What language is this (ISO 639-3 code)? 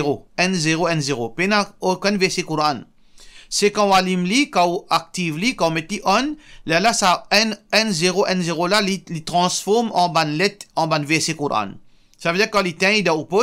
mfe